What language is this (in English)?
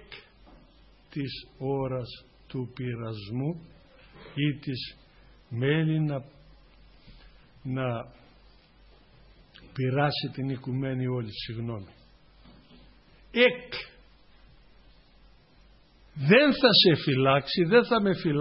Greek